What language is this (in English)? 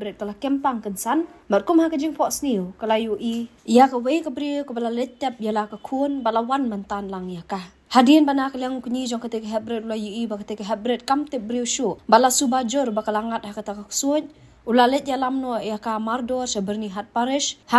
Khasi